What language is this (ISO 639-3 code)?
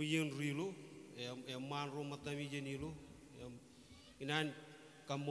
mah